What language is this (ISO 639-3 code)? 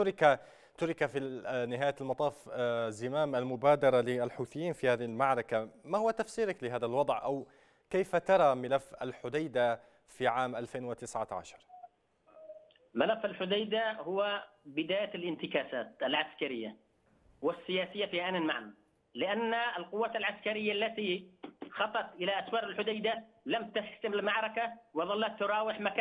ara